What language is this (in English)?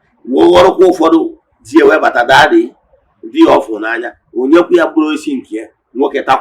Igbo